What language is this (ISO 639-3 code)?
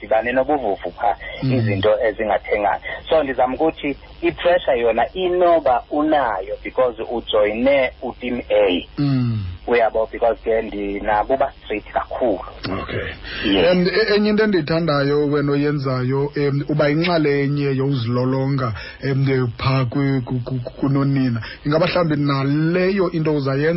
xho